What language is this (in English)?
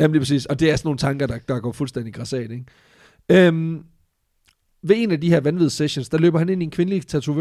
Danish